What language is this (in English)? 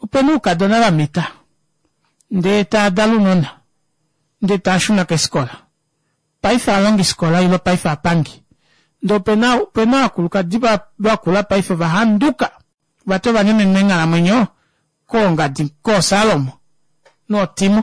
Kuanyama